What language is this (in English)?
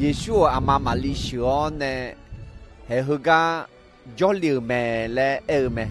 Akha